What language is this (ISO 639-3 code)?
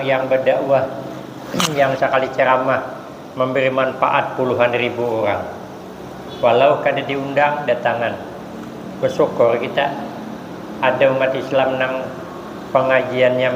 bjn